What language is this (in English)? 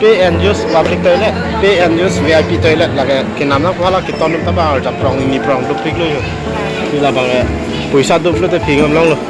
Karbi